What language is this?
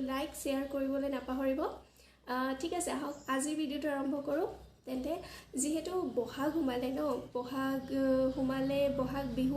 Assamese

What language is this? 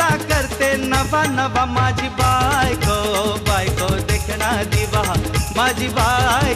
Marathi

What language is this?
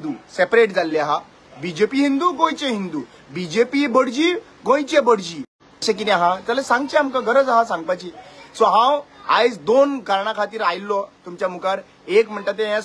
Konkani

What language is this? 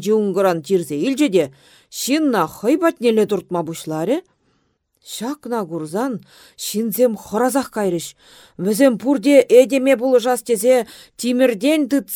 Chuvash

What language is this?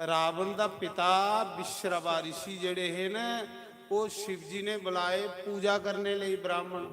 Dogri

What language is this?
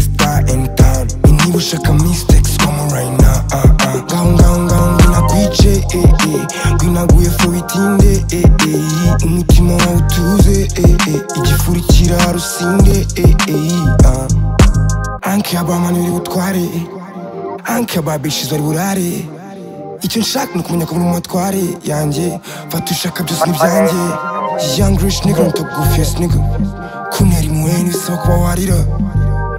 Kinyarwanda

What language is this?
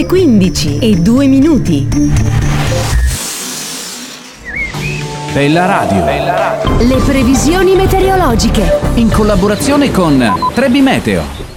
Italian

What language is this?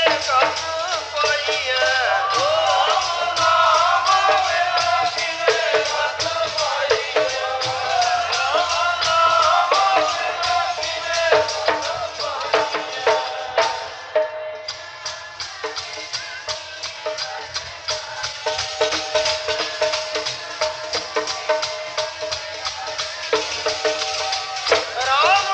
Punjabi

